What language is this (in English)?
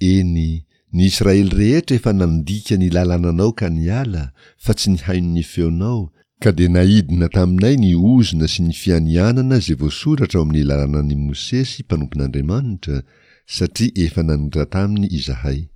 Malagasy